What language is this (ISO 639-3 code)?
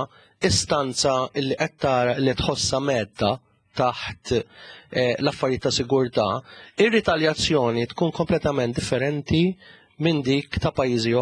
mlt